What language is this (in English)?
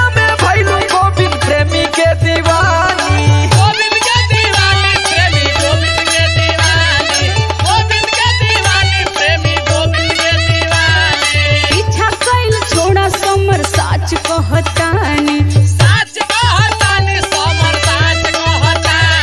Bhojpuri